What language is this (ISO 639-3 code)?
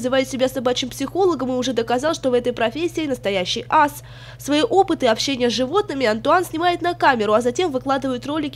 rus